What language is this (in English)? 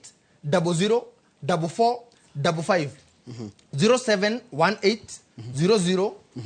Kikuyu